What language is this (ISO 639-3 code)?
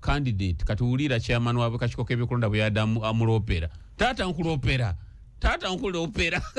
lug